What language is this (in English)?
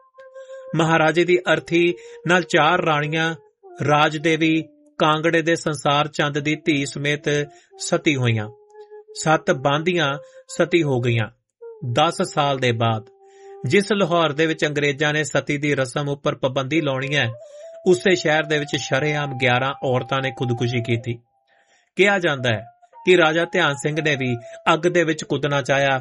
Punjabi